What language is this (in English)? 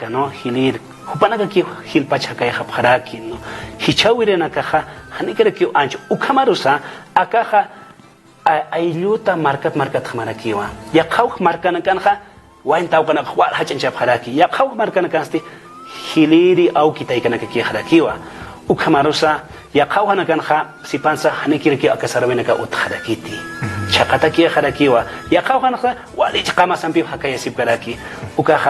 Aymara